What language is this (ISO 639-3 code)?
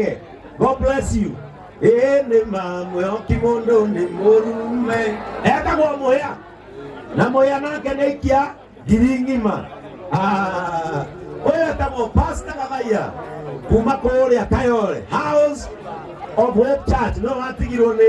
kik